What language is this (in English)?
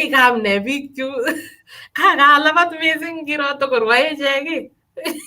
Kalenjin